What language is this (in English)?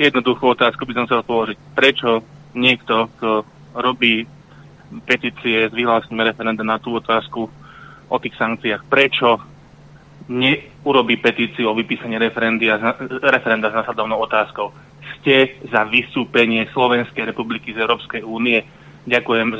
Slovak